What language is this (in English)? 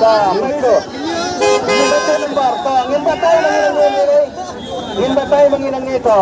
Khasi